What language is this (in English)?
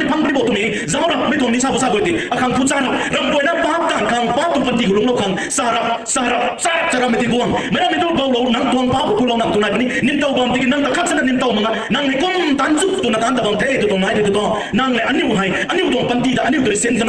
Rongmei Naga